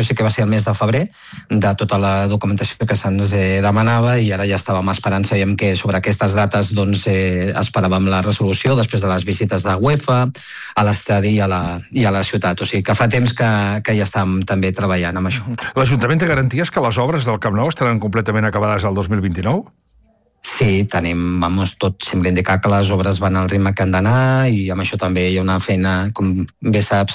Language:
Catalan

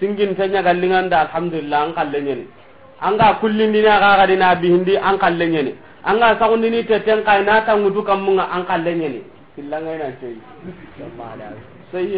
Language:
Soninke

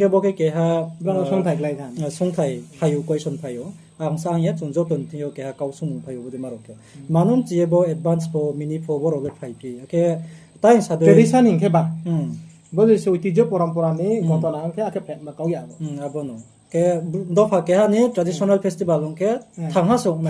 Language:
Riang (India)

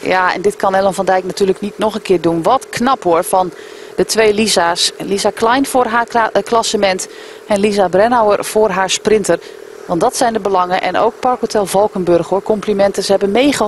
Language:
Dutch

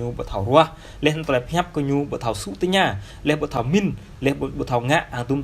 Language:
Jarai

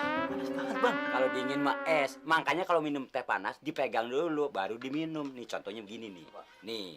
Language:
Betawi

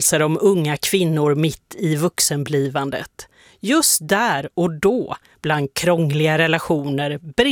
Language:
Swedish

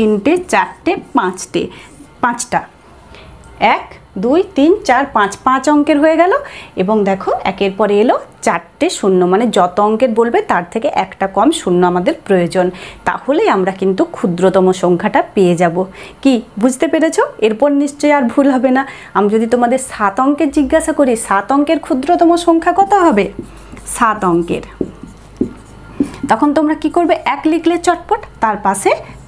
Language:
Bangla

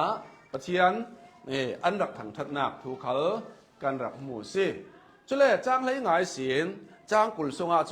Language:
Hakha Chin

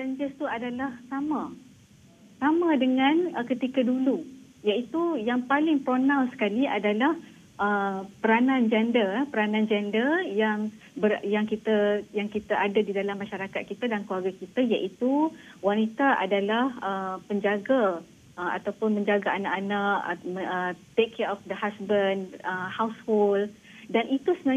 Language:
Malay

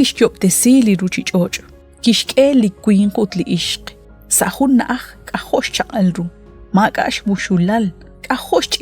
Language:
Kekchí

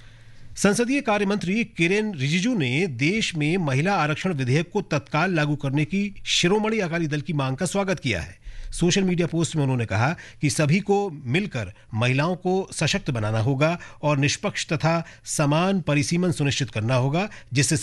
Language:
Hindi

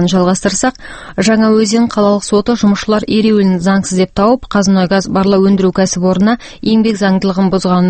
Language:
Kazakh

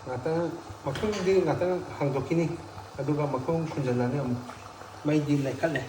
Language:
Manipuri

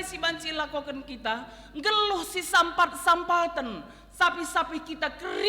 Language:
Batak Karo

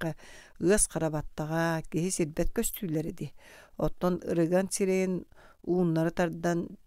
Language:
Yakut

